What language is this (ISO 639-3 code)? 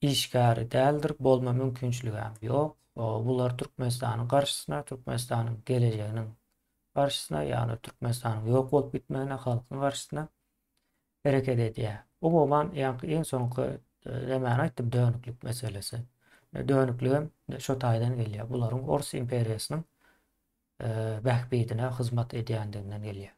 tuk